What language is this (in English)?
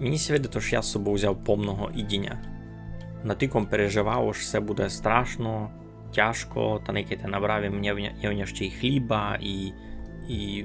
Rusyn